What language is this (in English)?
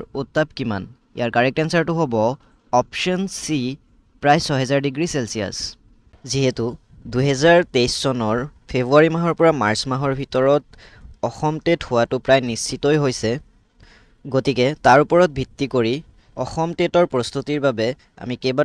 Assamese